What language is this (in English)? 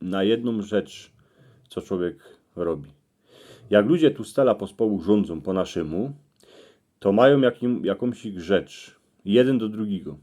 Silesian